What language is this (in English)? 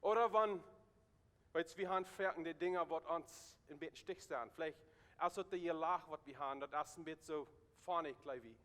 Plautdietsch